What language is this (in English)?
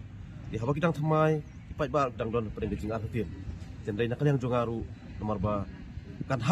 Khasi